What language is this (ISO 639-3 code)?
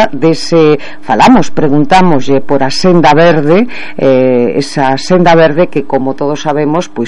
glg